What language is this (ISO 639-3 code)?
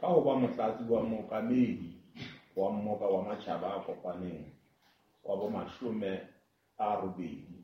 sot